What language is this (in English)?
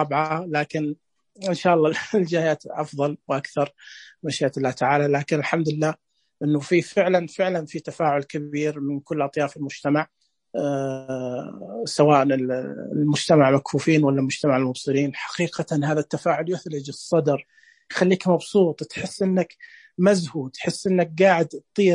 Najdi Arabic